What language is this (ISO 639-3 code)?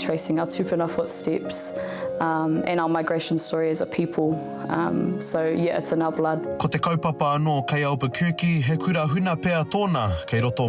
mri